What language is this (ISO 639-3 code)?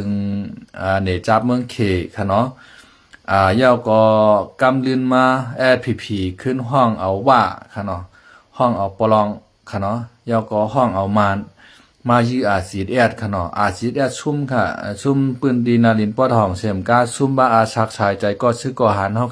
shn